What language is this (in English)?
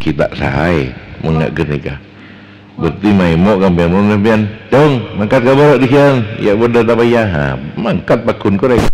Madurese